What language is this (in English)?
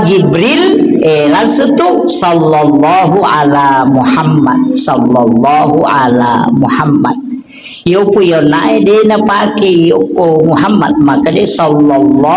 Buginese